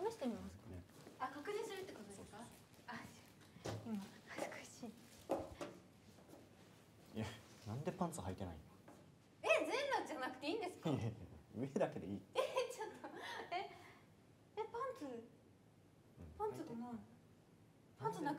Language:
Japanese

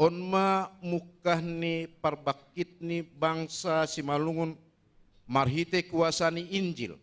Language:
Batak Simalungun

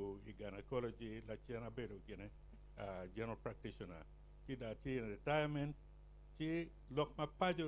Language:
Acoli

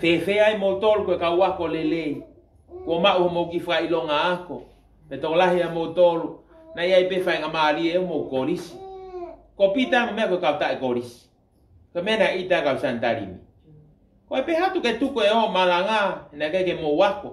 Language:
Tongan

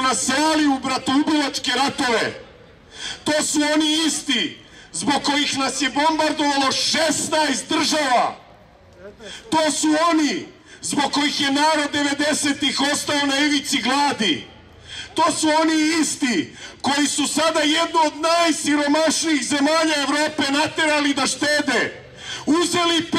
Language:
Serbian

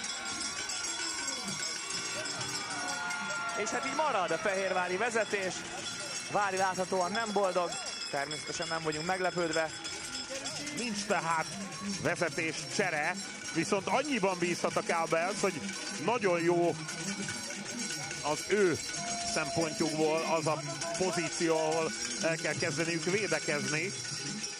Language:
Hungarian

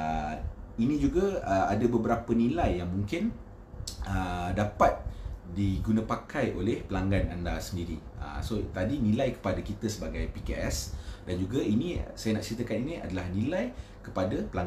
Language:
Malay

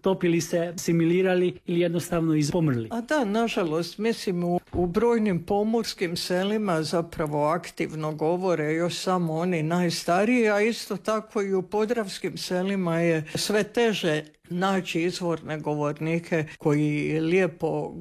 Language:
Croatian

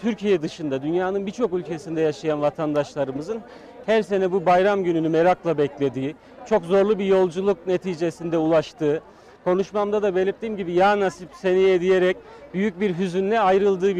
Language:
Turkish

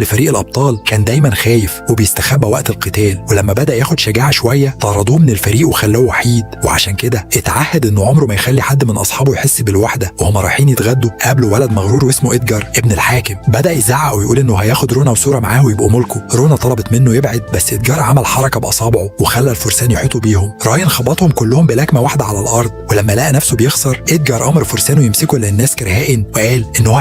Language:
Egyptian Arabic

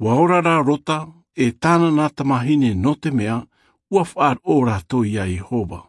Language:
Tahitian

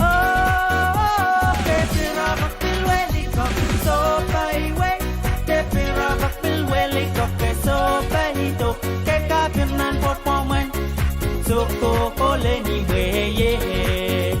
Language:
Pohnpeian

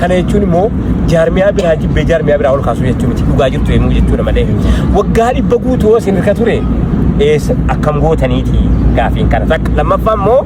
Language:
Oromo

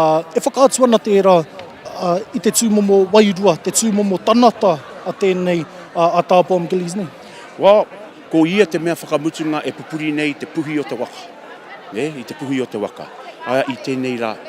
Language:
Māori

